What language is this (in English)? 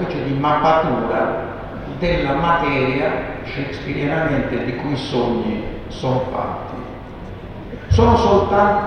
Italian